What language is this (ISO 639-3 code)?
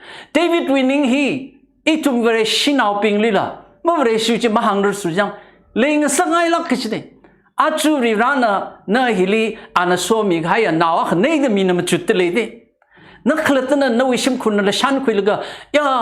nmf